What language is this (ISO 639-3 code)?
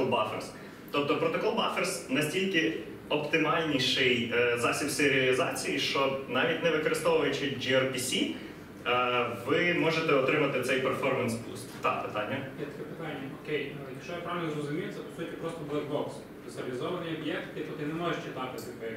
ukr